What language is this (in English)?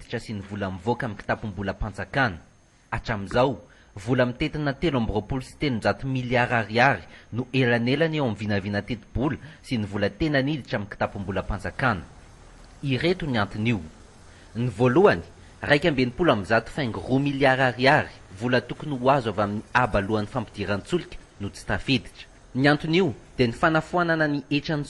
Malagasy